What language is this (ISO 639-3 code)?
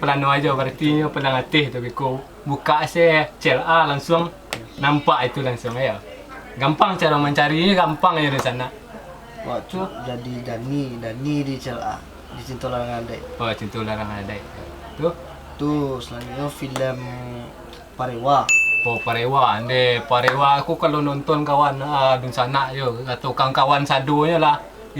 min